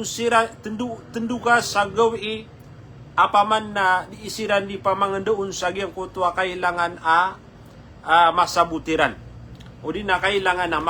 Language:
Maranao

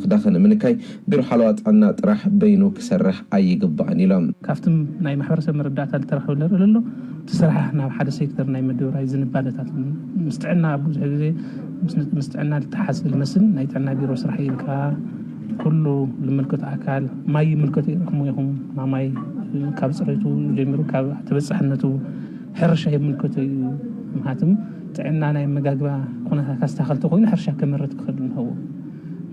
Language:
Tigrinya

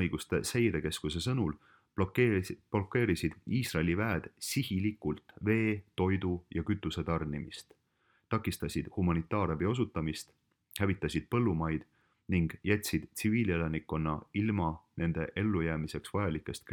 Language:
Estonian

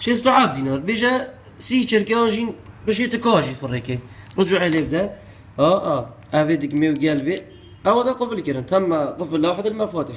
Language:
Kurdish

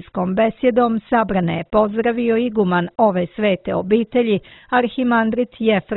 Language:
Serbian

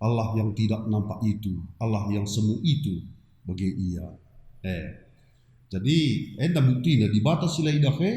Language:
Batak Karo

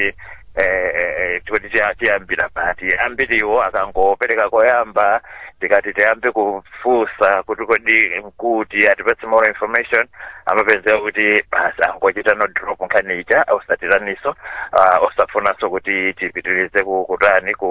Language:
Nyanja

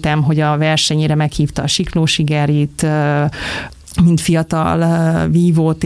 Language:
Hungarian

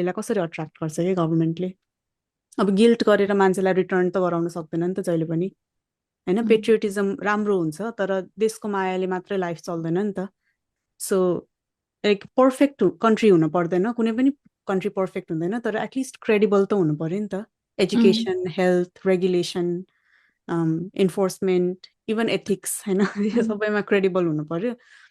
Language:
Nepali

